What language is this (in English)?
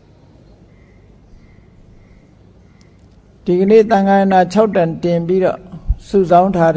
Burmese